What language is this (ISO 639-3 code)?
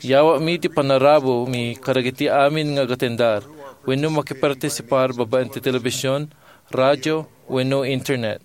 ilo